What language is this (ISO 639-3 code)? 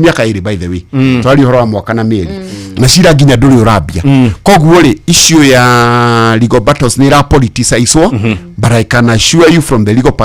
kik